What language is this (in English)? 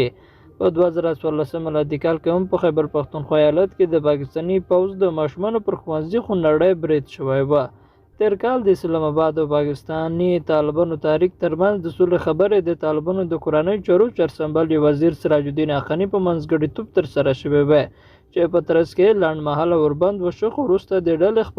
Pashto